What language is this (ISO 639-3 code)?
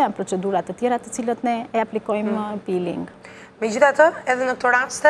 sqi